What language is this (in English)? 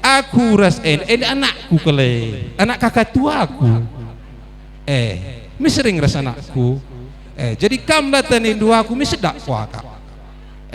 Batak Karo